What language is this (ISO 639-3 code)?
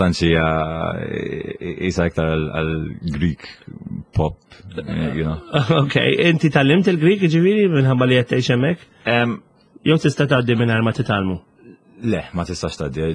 mlt